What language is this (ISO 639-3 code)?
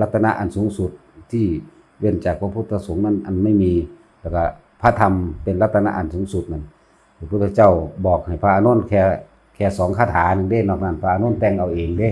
tts